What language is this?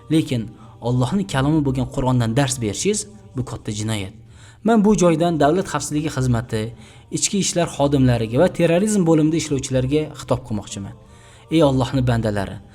Uzbek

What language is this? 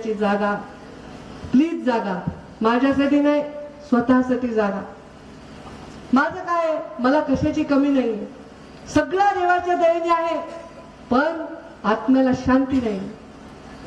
Marathi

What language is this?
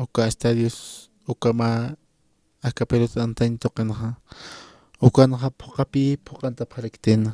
Aymara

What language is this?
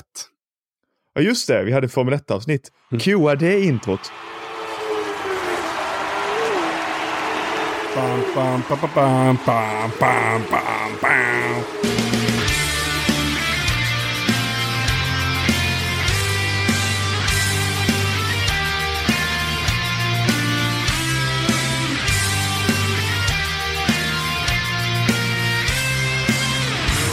Swedish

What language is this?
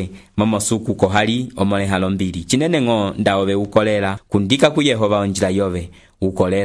Umbundu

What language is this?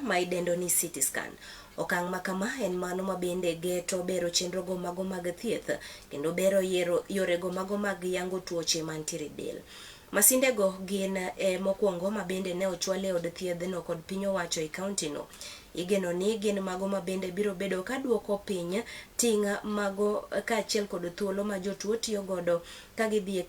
Luo (Kenya and Tanzania)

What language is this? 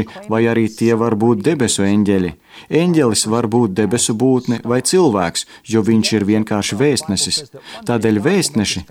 Latvian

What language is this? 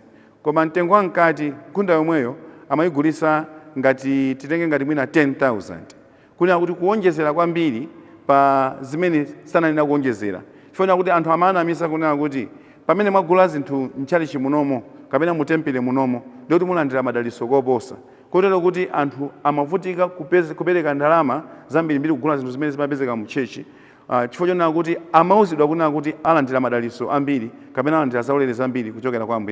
Nyanja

